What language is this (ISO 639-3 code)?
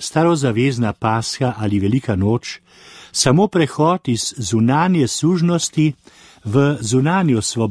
slv